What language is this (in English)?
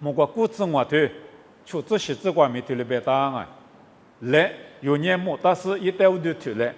Lisu